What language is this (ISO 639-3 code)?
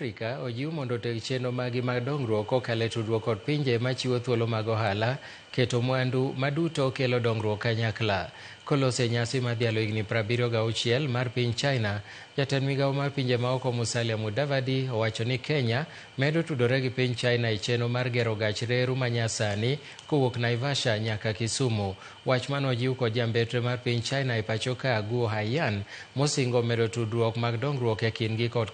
luo